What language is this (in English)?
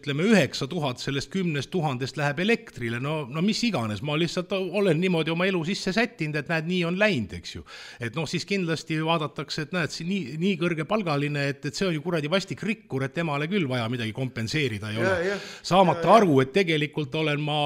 Estonian